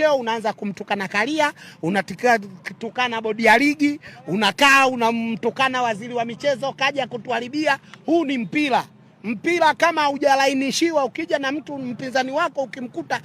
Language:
Swahili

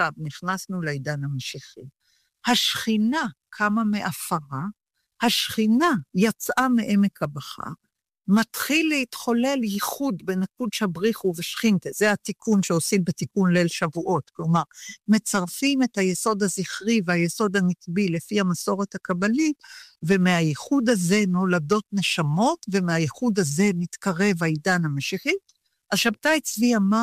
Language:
Hebrew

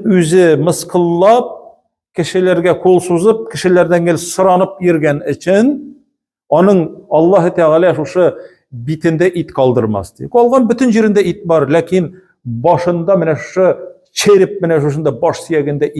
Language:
Tatar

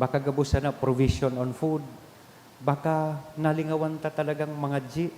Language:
Bikol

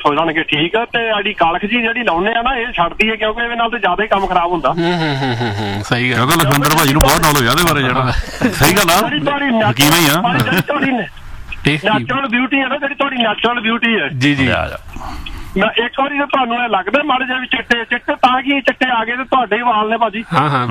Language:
Punjabi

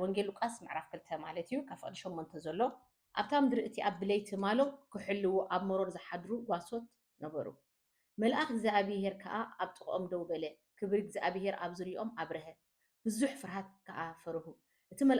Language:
Tigrinya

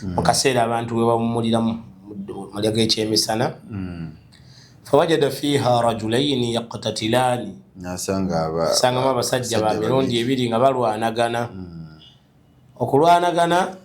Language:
Ganda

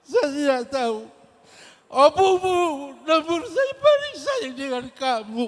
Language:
Batak Toba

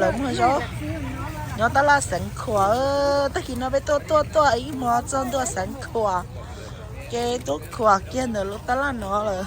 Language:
Hmong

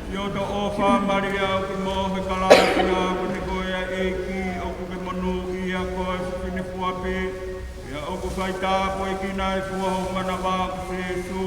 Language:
Tongan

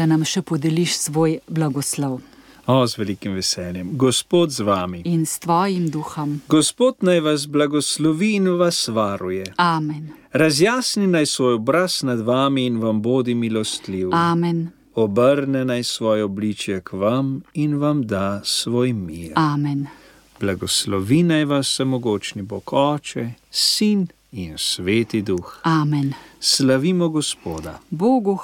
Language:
Slovenian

